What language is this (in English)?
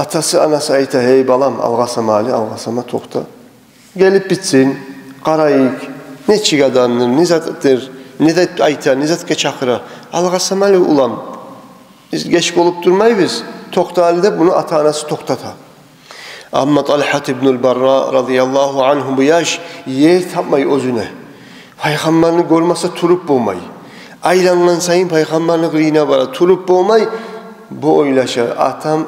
Kumyk